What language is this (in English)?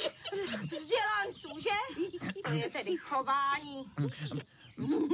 Czech